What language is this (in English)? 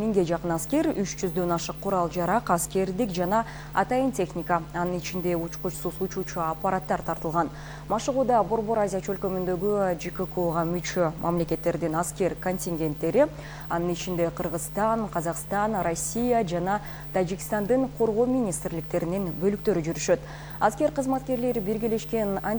Kyrgyz